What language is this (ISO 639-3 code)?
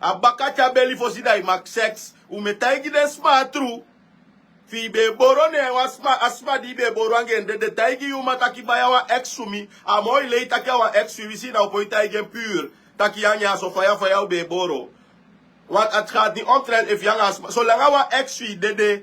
srn